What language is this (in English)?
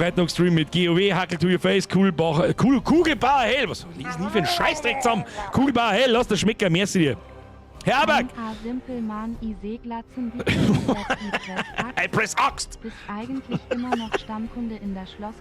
Bavarian